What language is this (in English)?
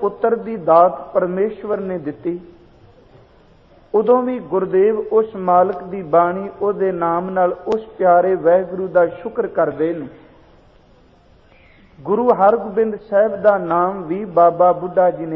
Punjabi